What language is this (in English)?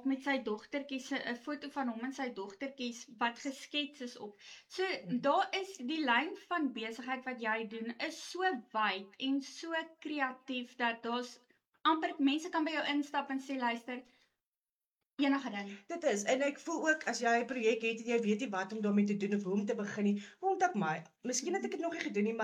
Afrikaans